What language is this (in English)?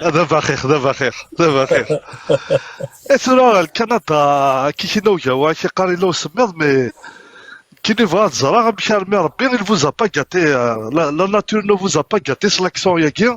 Kabyle